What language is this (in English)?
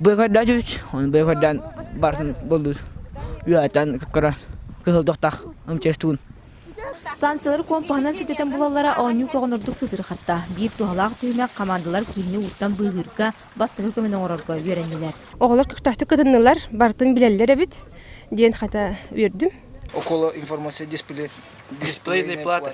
Yakut